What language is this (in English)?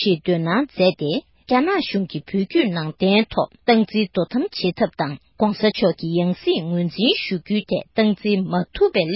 Tibetan